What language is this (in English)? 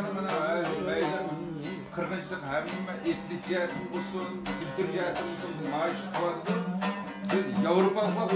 Uyghur